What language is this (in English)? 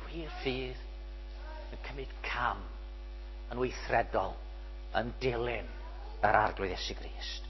Welsh